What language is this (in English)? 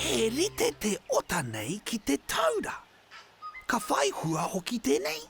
Māori